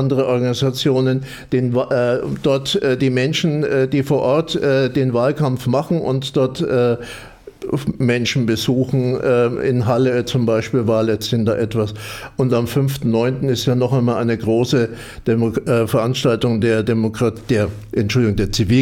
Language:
German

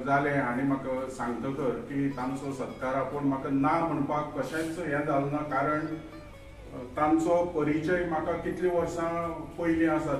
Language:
Konkani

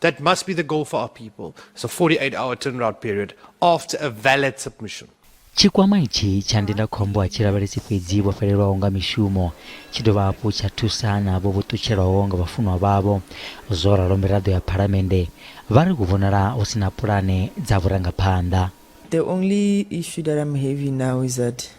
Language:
Venda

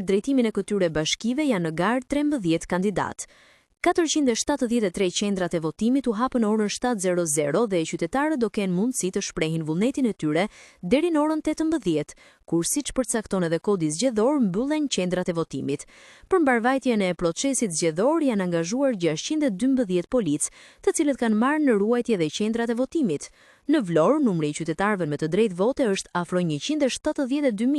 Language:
Albanian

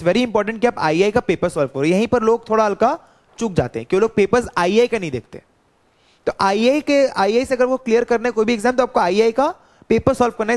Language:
Hindi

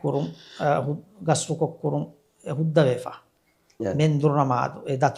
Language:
Divehi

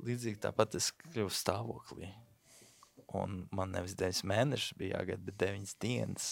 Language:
Latvian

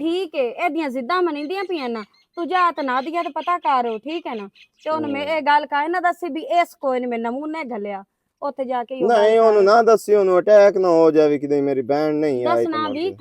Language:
Western Panjabi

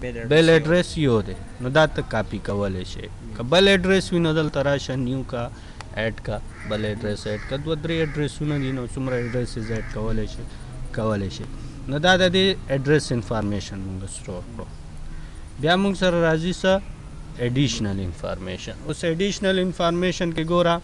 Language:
Pashto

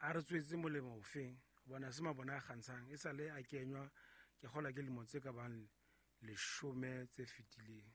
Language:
Southern Sotho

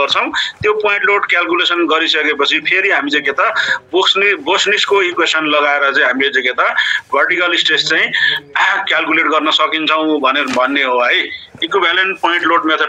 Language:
Nepali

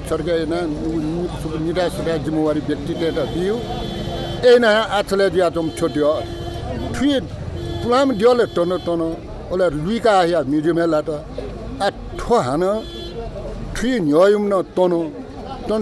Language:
Newari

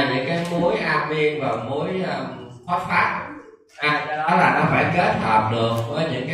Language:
Vietnamese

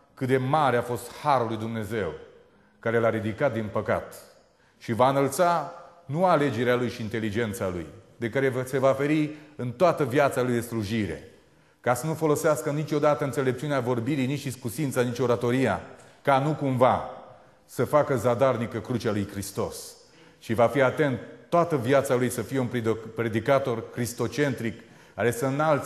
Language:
Romanian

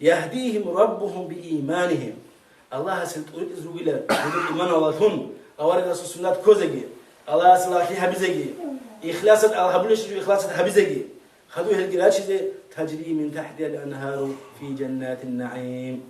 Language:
Avaric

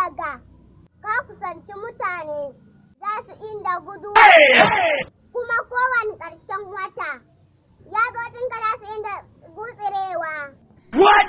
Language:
Hausa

